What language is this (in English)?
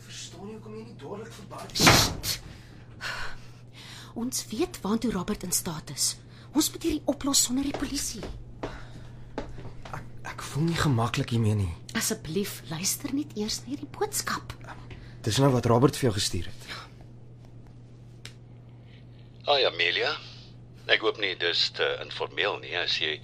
Afrikaans